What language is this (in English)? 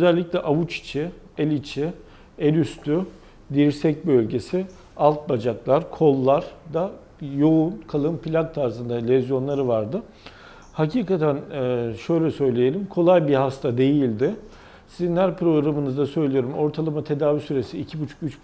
Turkish